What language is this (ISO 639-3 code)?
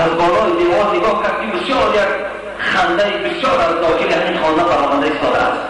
tgk